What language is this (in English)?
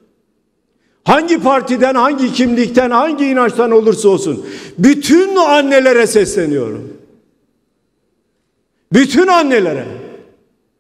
Turkish